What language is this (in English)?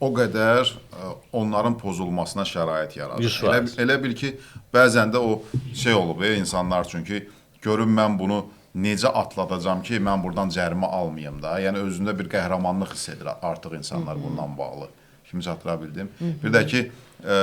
Azerbaijani